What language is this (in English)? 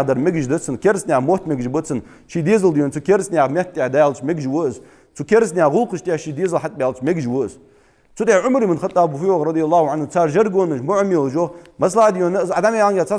Ingush